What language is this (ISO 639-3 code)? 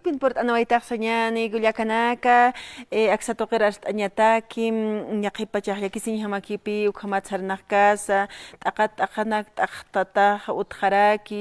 aym